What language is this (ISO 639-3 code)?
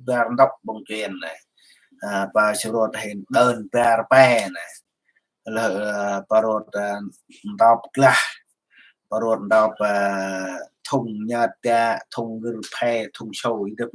cmo